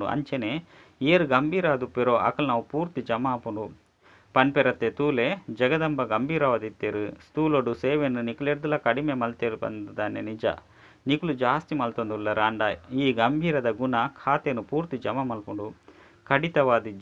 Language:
Tulu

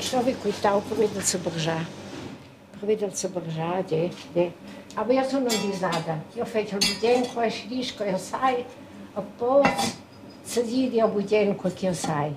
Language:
Romansh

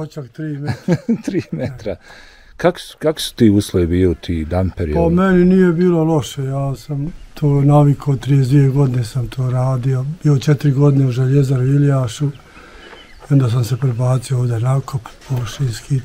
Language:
Bosnian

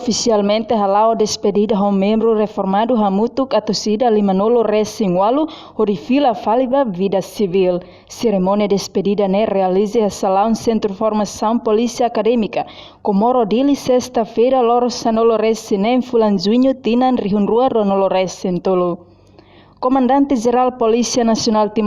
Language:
Tetum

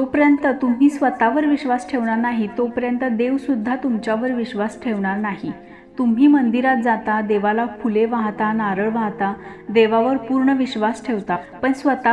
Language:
Marathi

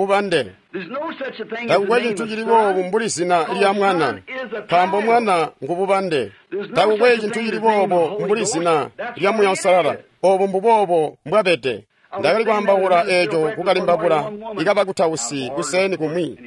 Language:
Tonga (Zambia)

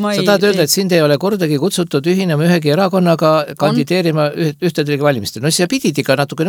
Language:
Estonian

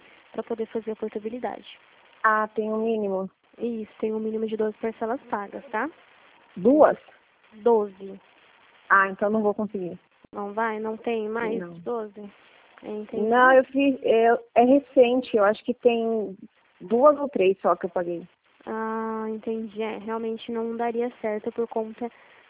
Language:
Portuguese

